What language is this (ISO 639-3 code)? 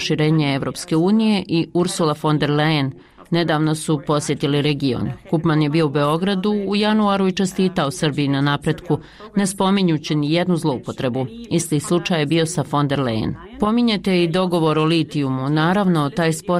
bos